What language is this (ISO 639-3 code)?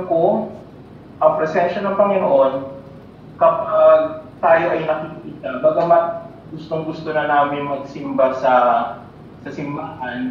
fil